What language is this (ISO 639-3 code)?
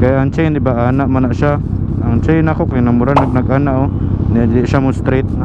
ceb